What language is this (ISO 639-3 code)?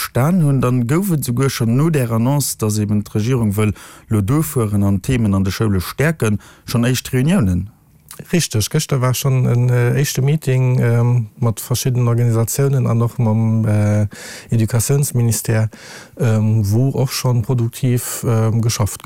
ltz